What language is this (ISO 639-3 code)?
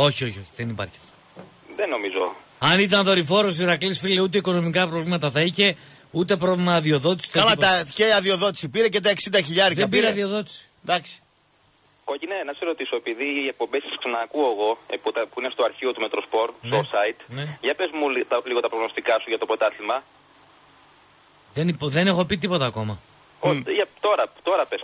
ell